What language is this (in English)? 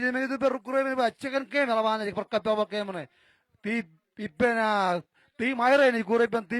Marshallese